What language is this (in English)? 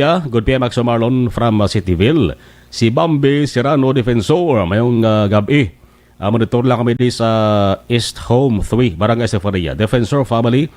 Hiligaynon